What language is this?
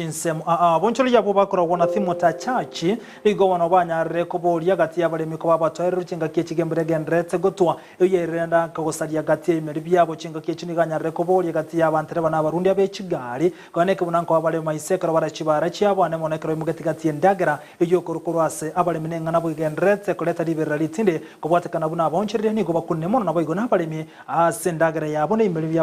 Gusii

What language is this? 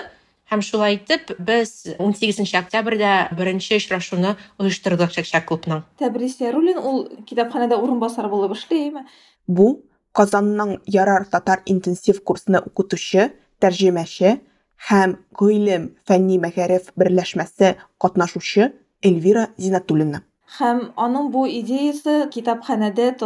Tatar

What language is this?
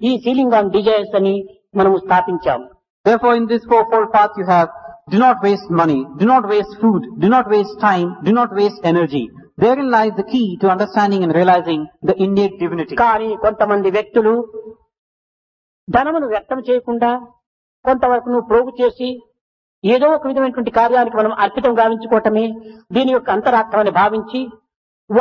Telugu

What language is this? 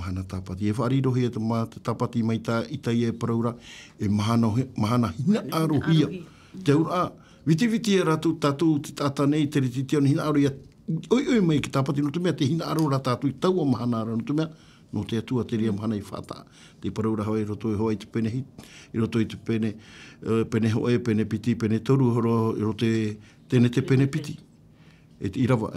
Tahitian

